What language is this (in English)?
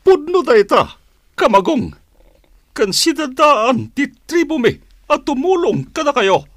Iloko